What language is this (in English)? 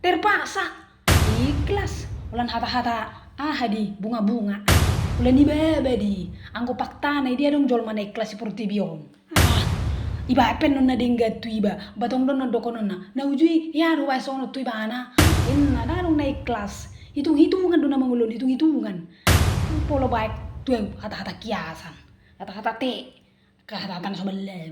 Batak Toba